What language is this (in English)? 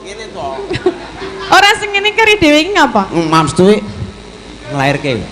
Javanese